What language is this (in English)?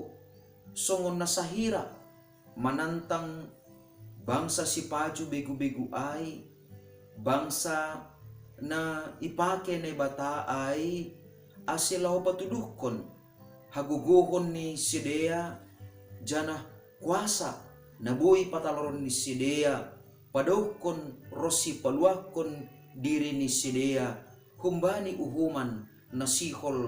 Batak Simalungun